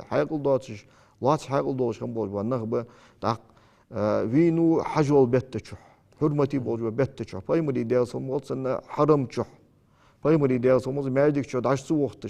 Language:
Ingush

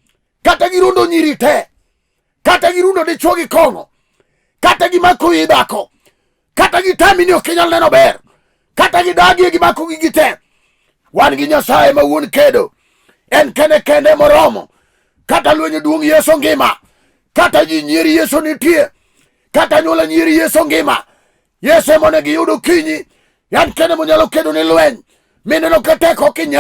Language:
Luo (Kenya and Tanzania)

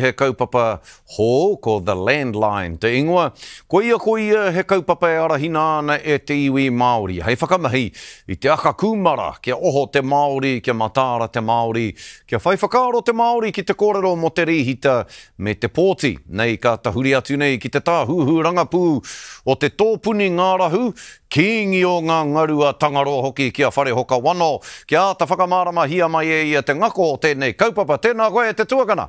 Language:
Māori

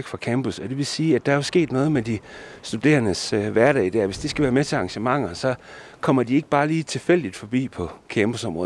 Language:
Danish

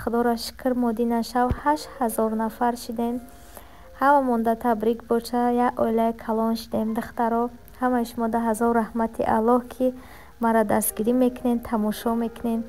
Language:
Tajik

